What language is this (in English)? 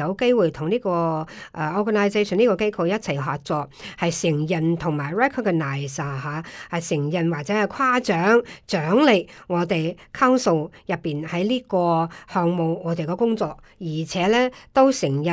Cantonese